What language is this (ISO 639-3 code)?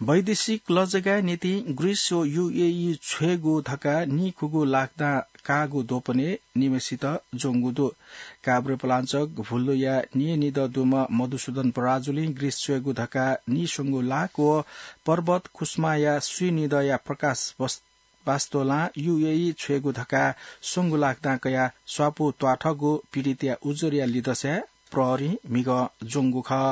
new